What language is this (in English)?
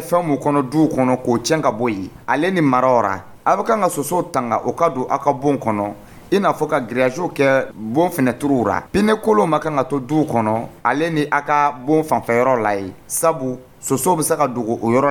Dyula